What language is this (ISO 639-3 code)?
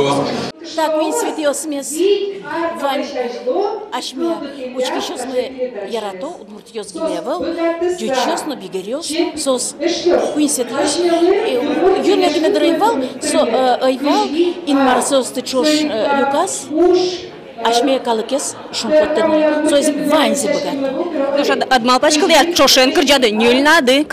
udm